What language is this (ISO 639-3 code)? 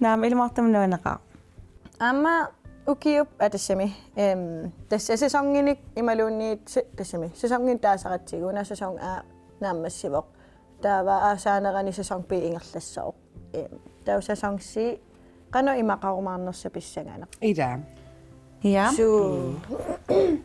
kal